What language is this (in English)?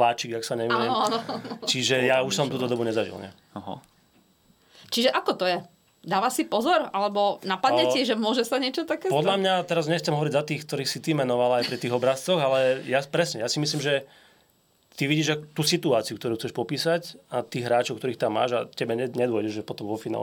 Slovak